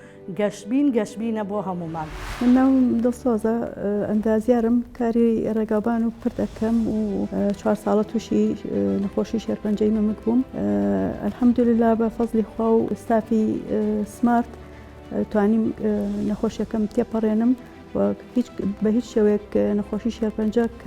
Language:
Central Kurdish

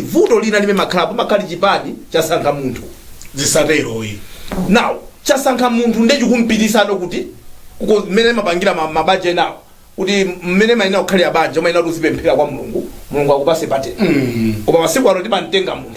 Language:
Nyanja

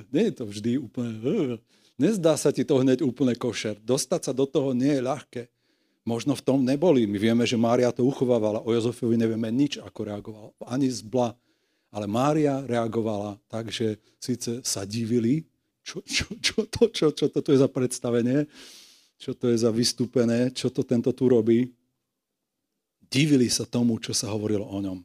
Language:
Slovak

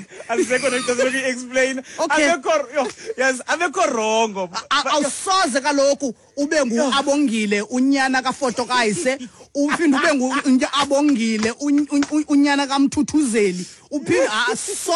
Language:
Xhosa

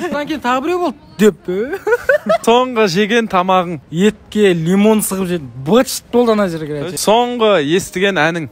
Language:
Kazakh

